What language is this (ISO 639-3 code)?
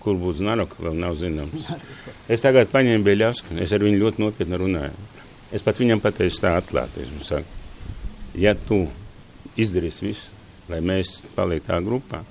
lav